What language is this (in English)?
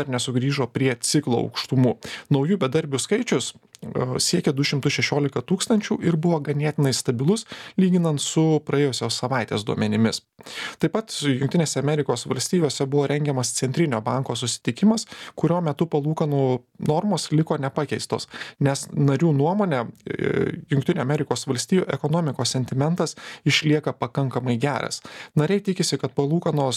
Lithuanian